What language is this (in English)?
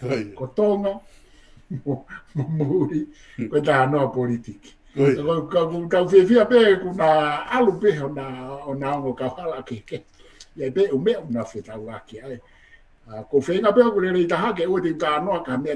Tongan